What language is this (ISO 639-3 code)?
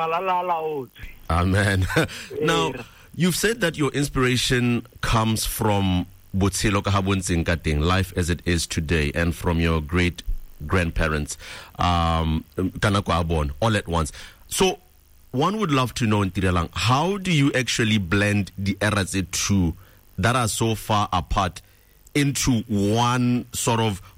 tsn